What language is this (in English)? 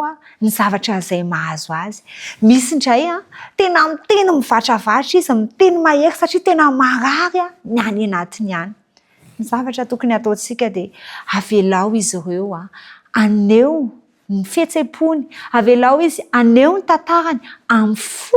Malagasy